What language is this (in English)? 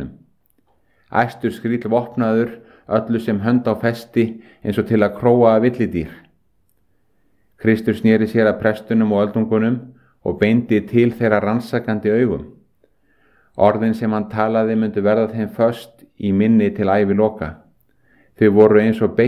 Icelandic